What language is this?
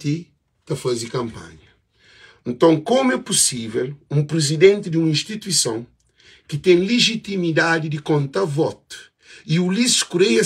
Kabuverdianu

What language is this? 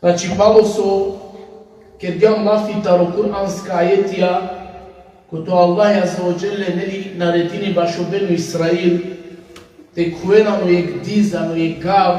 Balkan Romani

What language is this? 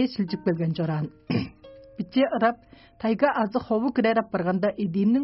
Tuvinian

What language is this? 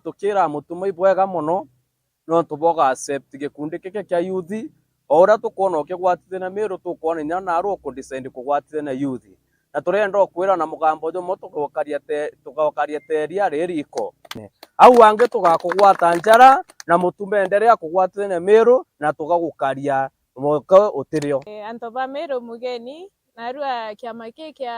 Meru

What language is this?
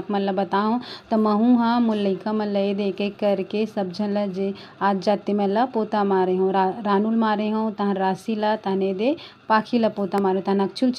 Chhattisgarhi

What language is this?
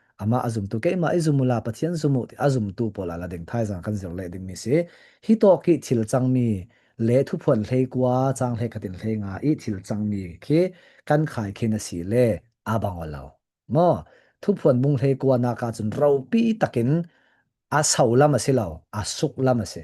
Falam Chin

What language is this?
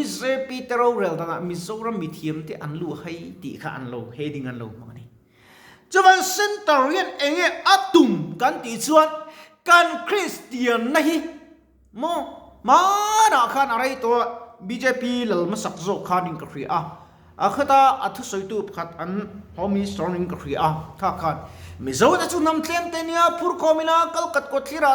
Mizo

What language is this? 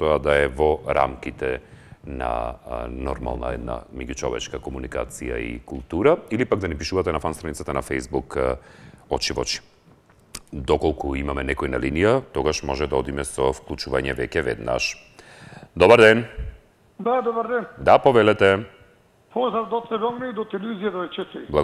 Macedonian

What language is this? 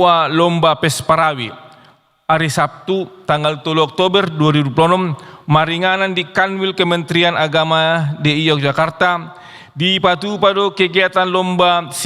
Batak Toba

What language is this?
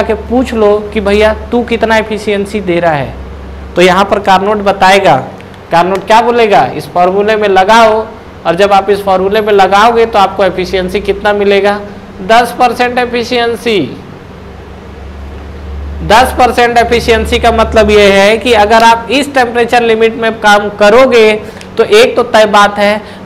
Hindi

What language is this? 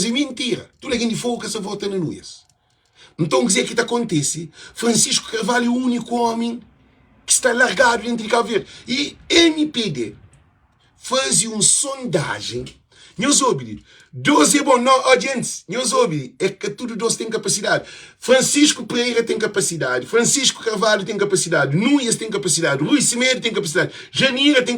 Kabuverdianu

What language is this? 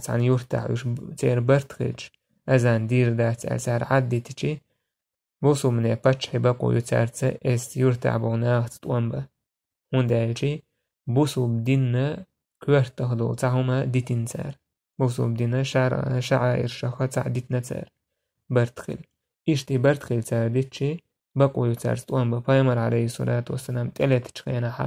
Chechen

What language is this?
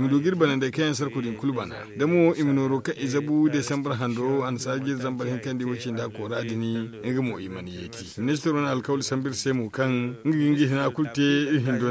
Zarma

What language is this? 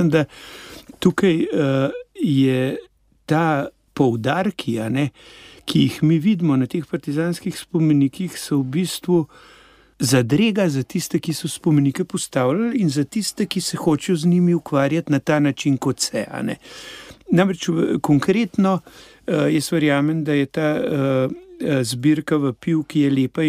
Slovenian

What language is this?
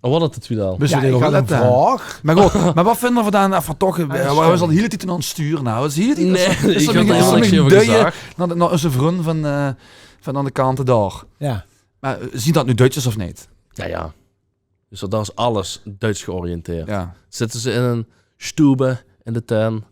Limburgish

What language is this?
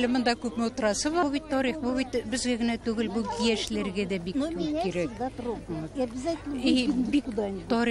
Tatar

